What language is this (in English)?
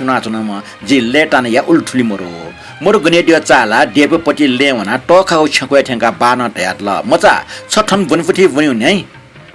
Newari